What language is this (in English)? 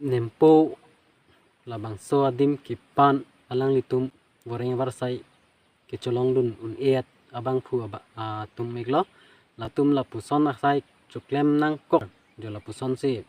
Karbi